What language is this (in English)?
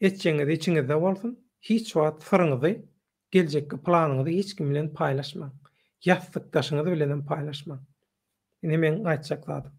Turkmen